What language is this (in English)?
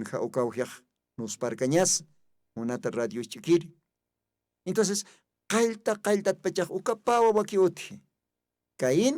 Aymara